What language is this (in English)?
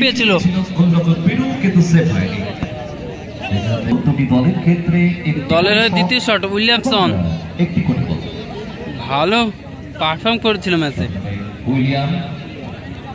Bangla